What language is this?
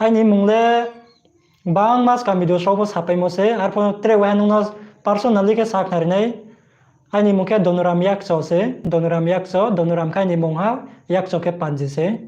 Riang (India)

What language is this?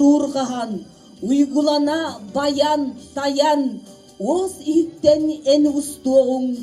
Yakut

